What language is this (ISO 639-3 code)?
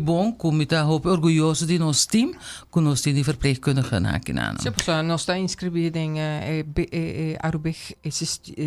pap